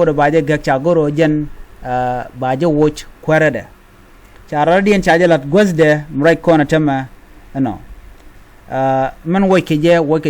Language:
Nuer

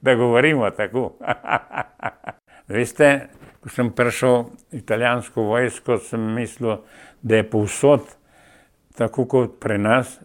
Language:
Slovenian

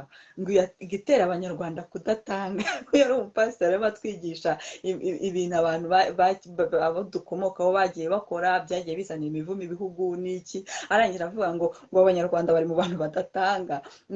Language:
Kinyarwanda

